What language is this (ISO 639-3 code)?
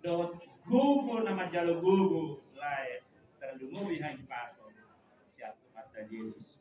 bbc